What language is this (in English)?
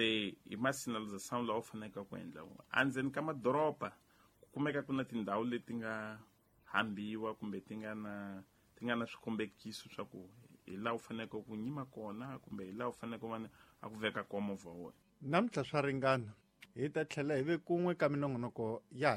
Tsonga